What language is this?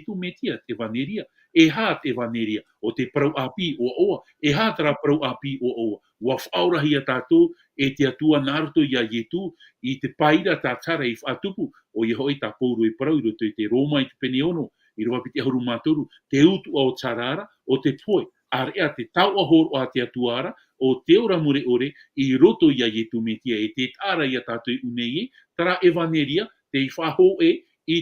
Tahitian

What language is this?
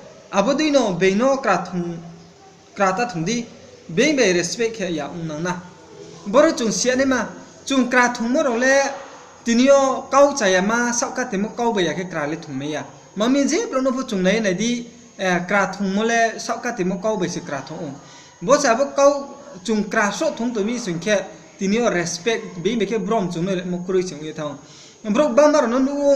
Riang (India)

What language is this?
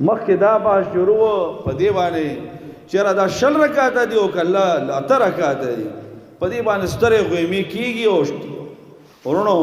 Pashto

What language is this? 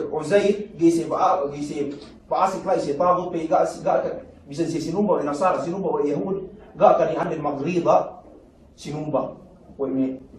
Yakan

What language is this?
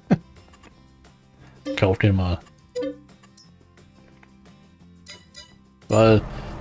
German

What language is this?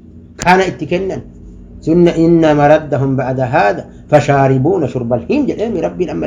Oromo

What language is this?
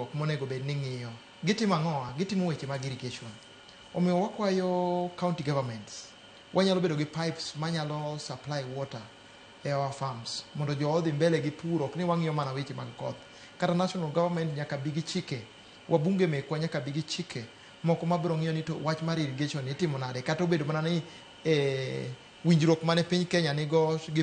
Luo (Kenya and Tanzania)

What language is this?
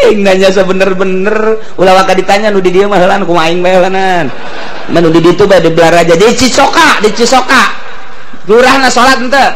Sundanese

